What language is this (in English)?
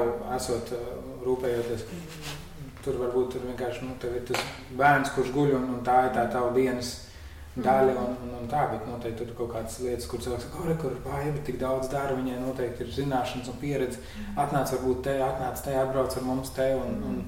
Latvian